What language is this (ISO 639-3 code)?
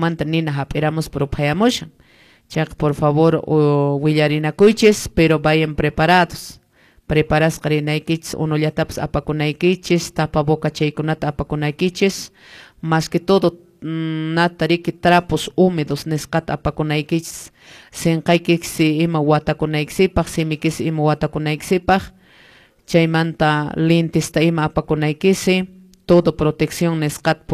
que